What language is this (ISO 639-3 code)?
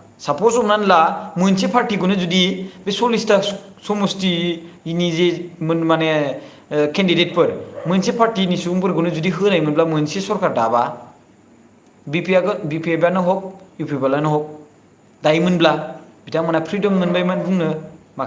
brx